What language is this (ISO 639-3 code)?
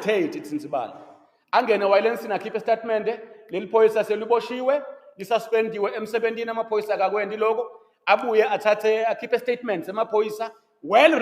ssw